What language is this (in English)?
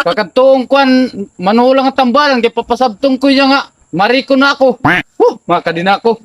Waray